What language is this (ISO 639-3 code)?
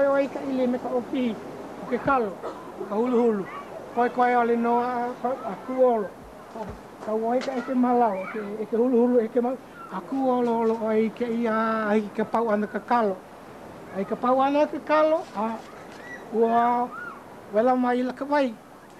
haw